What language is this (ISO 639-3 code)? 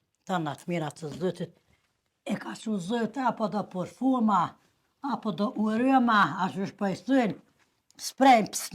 sqi